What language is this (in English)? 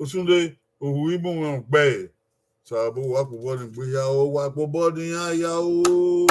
Bini